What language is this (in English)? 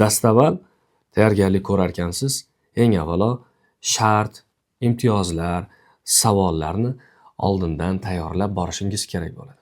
Uzbek